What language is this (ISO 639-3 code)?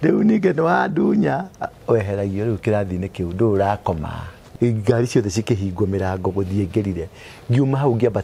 kik